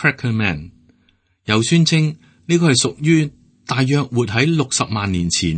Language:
Cantonese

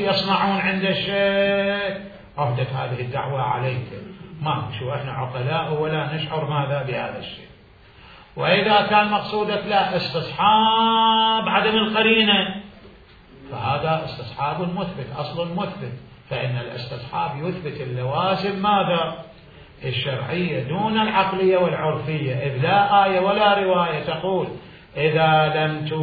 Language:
Mesopotamian Arabic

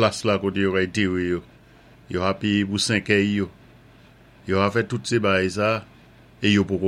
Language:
Saint Lucian Creole French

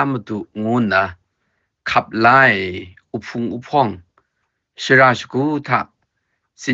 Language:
Kachin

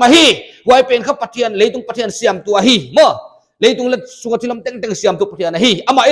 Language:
Paite Chin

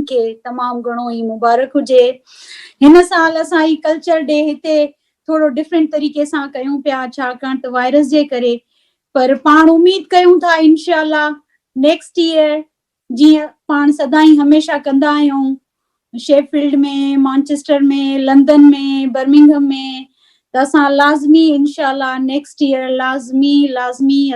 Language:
Sindhi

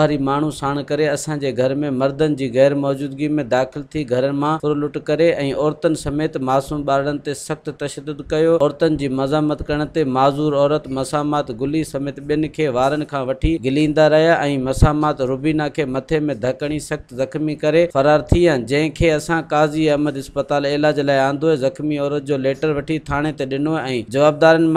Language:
Sindhi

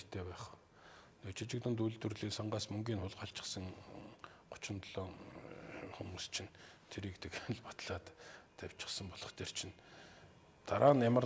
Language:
Mongolian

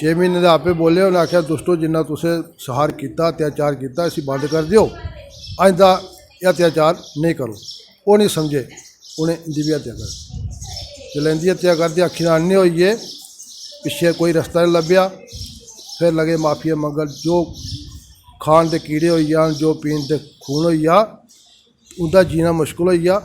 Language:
Dogri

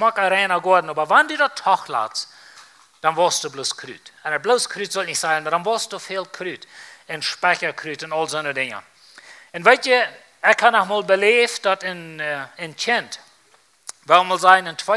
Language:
Plautdietsch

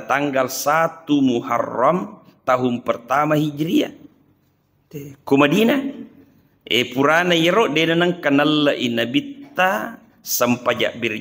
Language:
Buginese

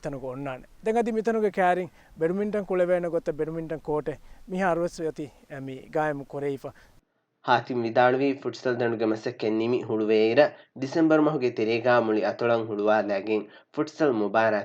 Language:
Divehi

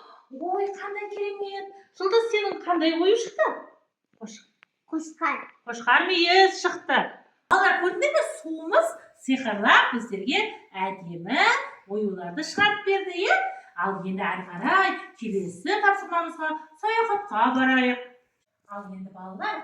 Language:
Kazakh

